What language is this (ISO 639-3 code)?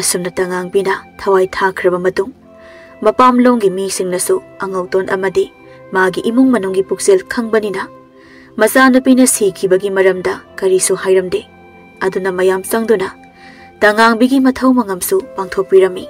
mni